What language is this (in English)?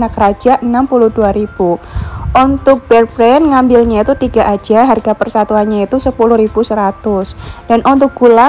Indonesian